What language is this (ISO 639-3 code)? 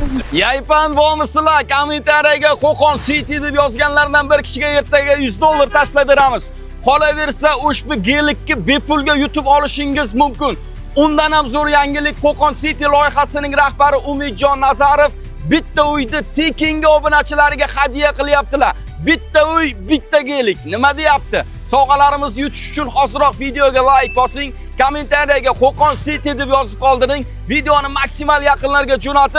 uzb